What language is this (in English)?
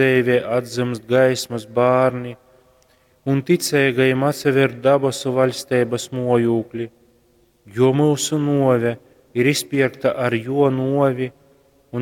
Latgalian